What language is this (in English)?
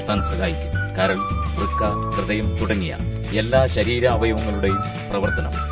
Malayalam